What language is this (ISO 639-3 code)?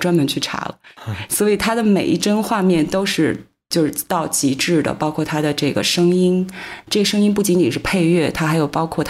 zho